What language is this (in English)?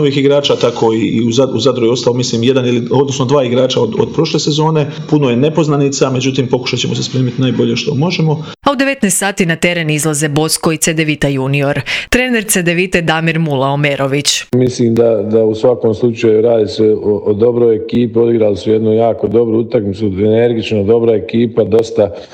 Croatian